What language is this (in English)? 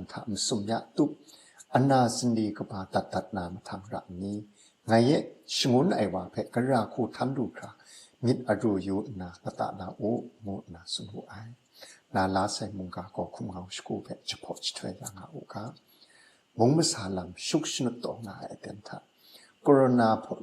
Kachin